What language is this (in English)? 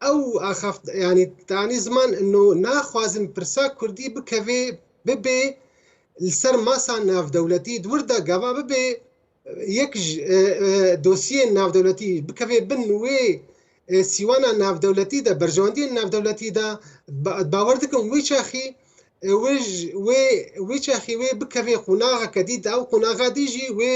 Kurdish